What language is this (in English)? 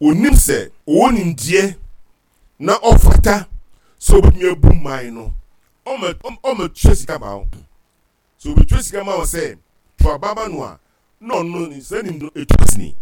Akan